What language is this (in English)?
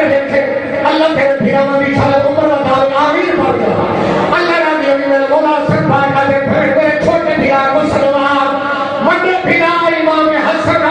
Saraiki